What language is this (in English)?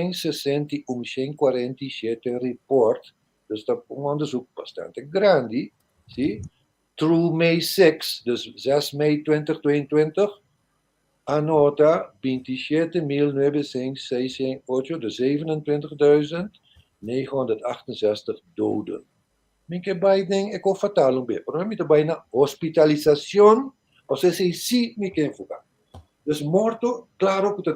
Papiamento